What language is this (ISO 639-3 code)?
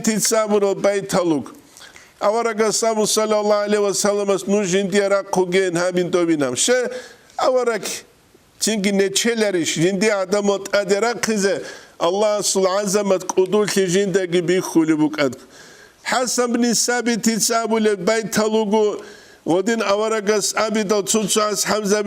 ava